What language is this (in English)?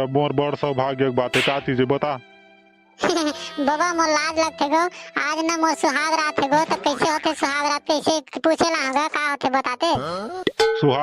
Chhattisgarhi